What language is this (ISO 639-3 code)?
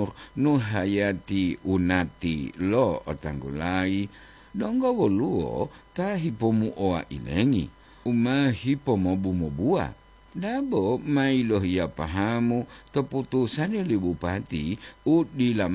gor